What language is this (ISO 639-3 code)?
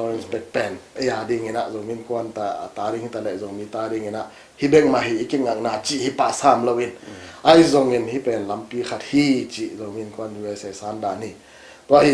ctd